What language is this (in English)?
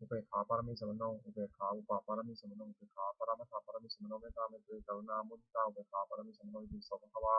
Pali